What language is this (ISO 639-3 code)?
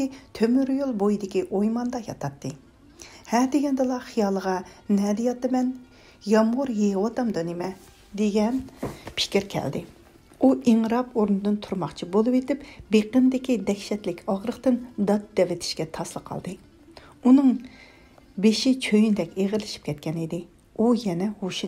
uig